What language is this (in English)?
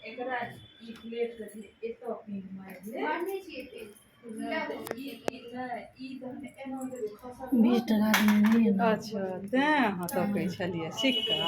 Maithili